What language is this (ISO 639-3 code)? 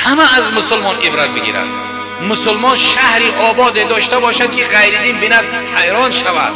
tgk